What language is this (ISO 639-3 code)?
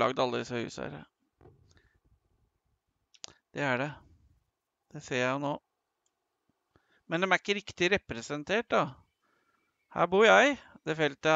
nor